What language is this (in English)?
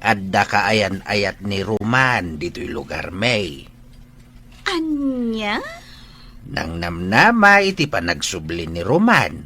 Iloko